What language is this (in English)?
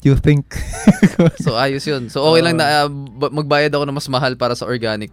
Filipino